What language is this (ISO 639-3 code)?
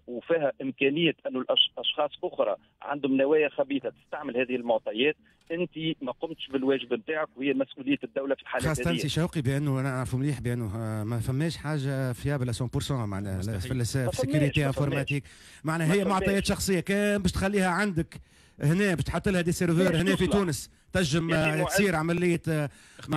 aeb